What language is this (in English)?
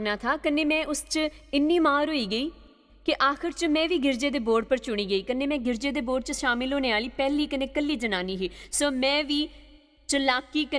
Dogri